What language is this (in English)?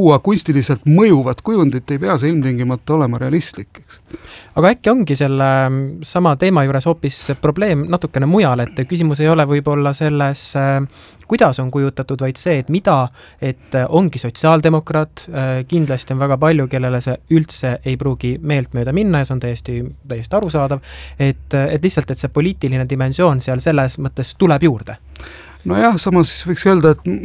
Estonian